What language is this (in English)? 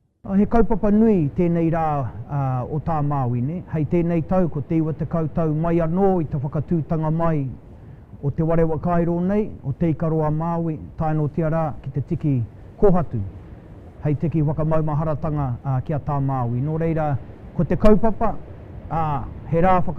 Māori